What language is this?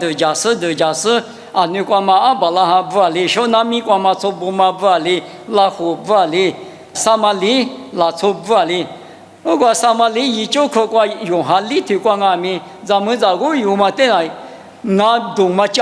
Lisu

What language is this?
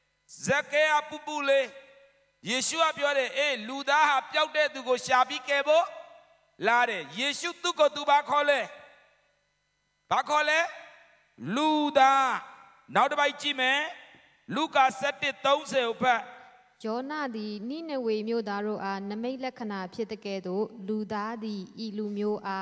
Burmese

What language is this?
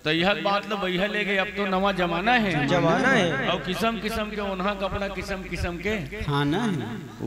Chhattisgarhi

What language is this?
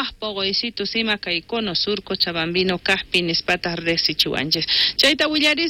South Bolivian Quechua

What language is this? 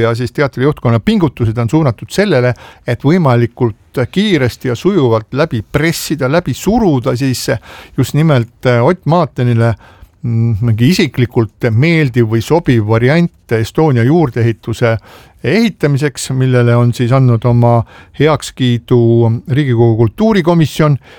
Estonian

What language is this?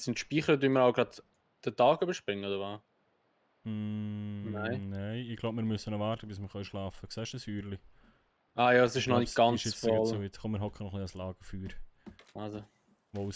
Swiss German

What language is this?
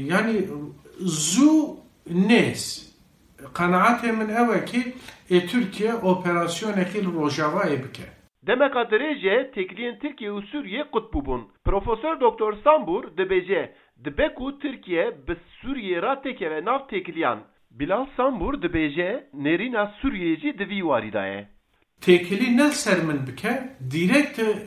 Kurdish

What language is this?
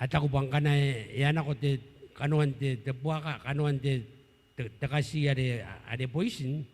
Gilbertese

